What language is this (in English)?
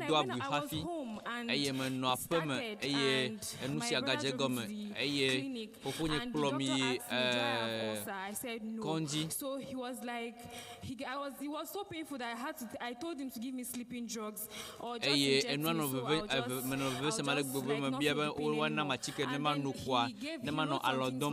Ewe